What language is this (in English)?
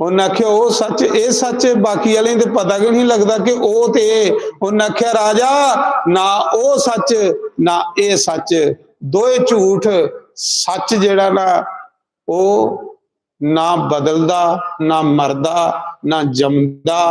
Dogri